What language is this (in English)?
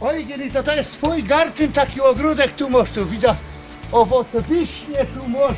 Silesian